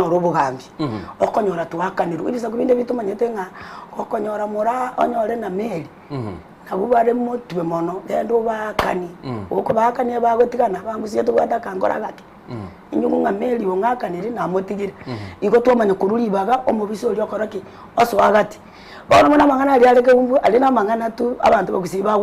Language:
Gusii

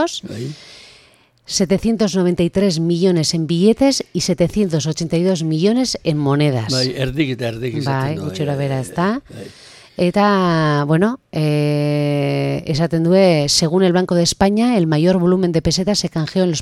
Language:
Basque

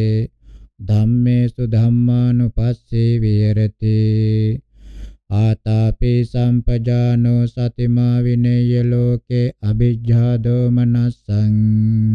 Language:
Pali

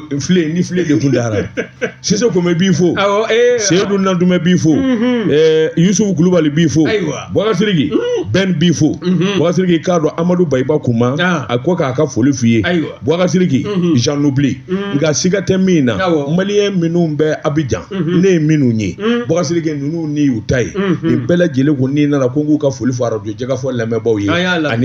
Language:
Bambara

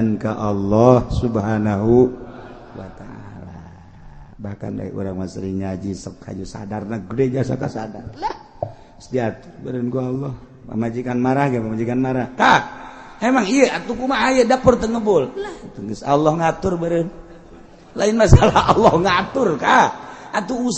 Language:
Sundanese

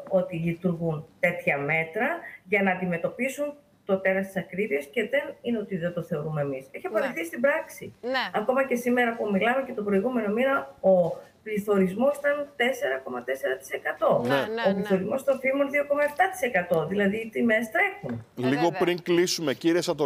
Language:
Greek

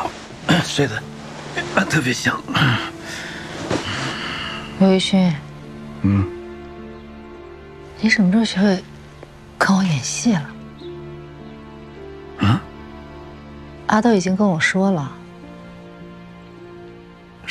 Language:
Chinese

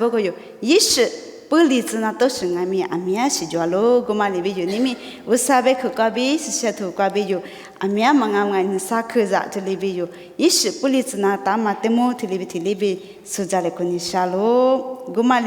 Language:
Lisu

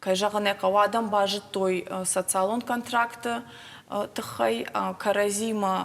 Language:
Ossetic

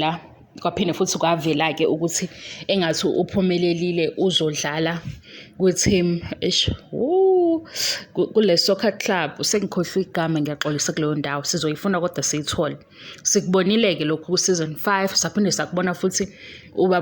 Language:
Zulu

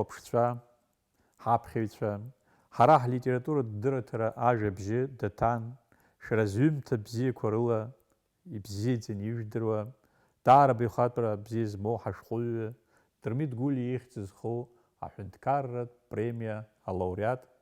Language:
Abkhazian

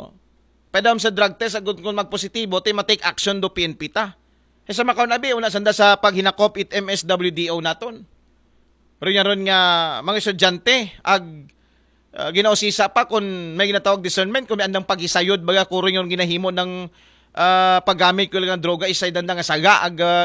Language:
Aklanon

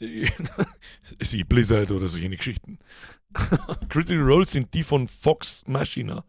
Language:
Bavarian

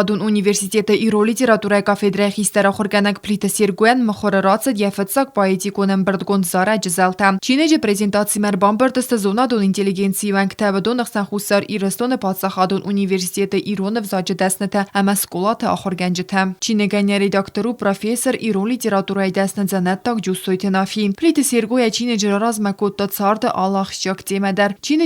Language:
Ossetic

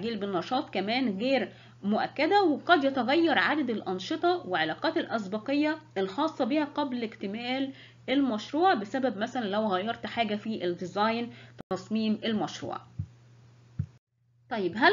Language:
Egyptian Arabic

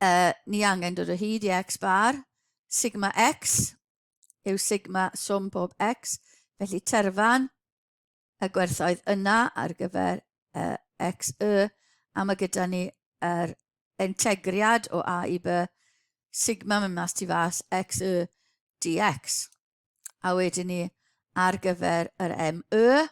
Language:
Welsh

